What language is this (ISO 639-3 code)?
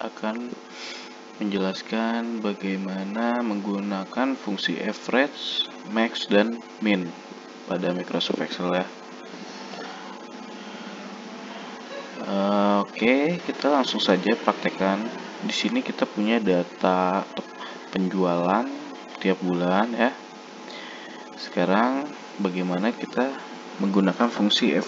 ind